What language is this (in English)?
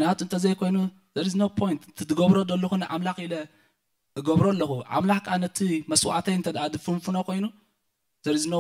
Tigrinya